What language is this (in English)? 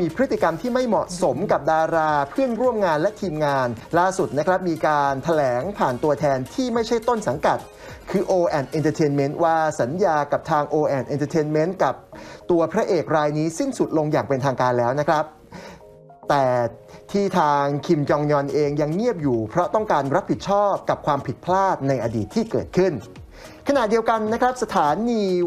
Thai